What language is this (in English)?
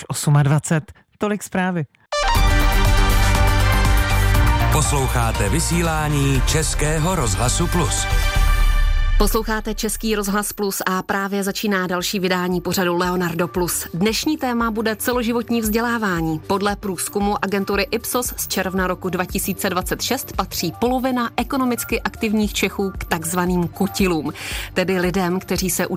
Czech